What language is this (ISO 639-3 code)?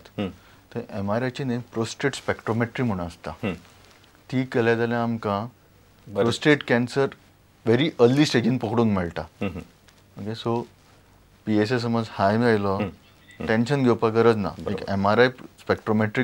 kok